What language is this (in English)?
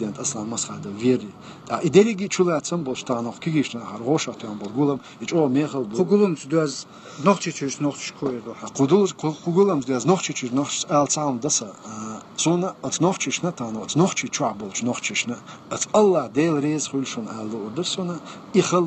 Chechen